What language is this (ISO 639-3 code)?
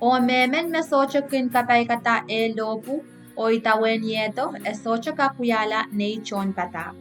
pon